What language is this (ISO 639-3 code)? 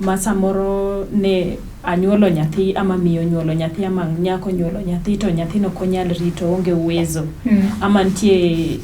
luo